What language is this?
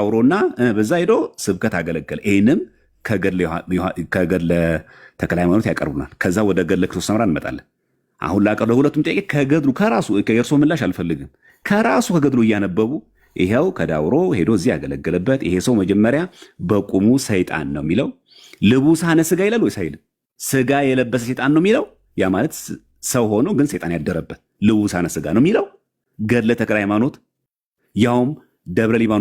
Amharic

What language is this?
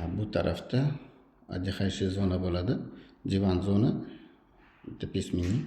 Uzbek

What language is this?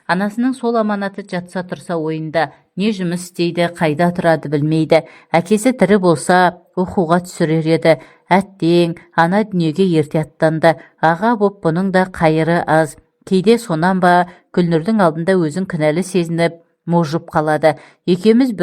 Kazakh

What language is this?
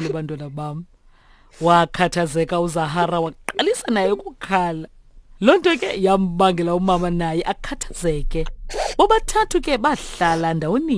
Xhosa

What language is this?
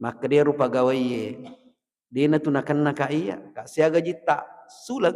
Buginese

